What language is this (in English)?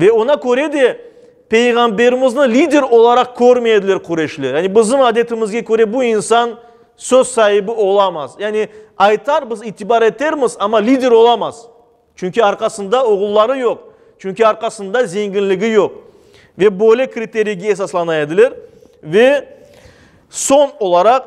Crimean Tatar